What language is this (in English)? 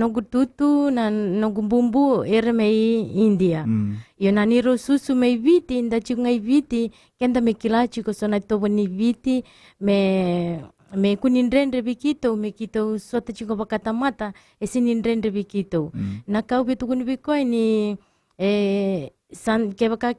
Fijian